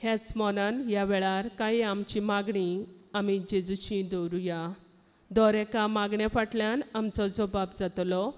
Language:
Konkani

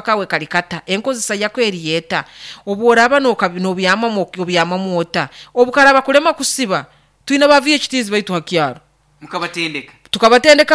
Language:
Nyoro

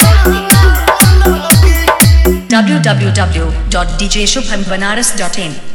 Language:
Bhojpuri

